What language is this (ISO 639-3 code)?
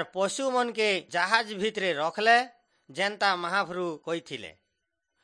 ori